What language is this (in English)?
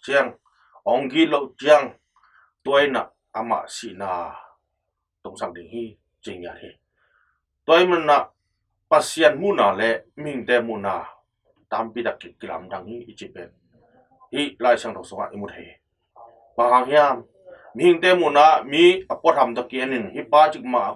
Tedim Chin